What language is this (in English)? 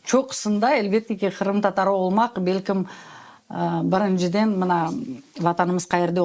Crimean Tatar